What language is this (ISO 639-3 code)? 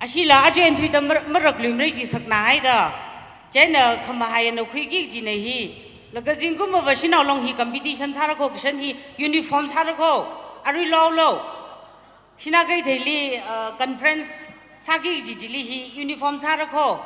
nmf